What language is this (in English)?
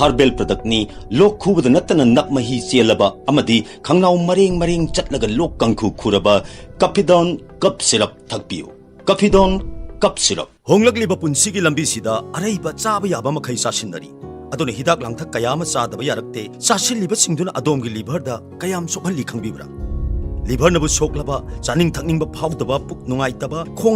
Manipuri